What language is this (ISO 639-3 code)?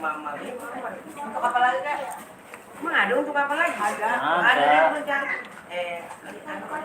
bew